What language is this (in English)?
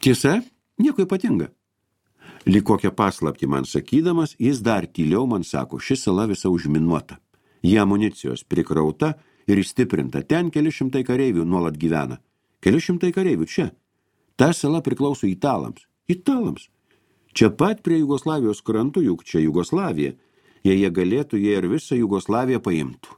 Lithuanian